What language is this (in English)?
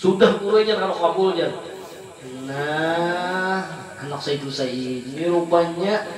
Banjar